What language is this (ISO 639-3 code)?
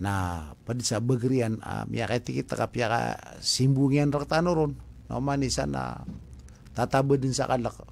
mrw